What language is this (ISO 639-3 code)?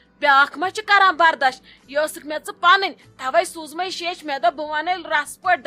kas